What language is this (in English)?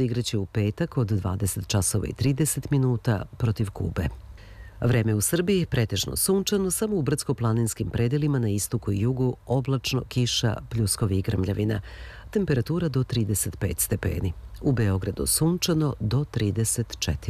Serbian